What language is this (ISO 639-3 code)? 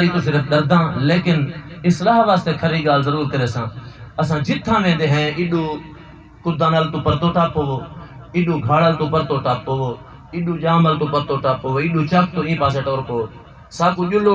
skr